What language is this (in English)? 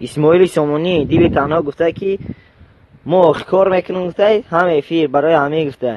Tajik